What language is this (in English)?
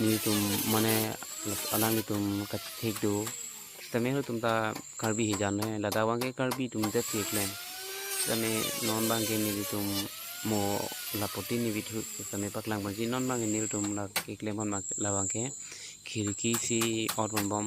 Karbi